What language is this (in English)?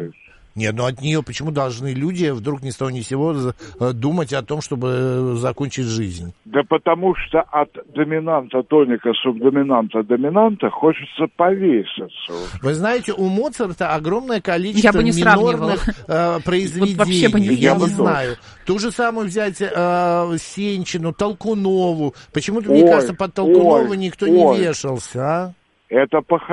Russian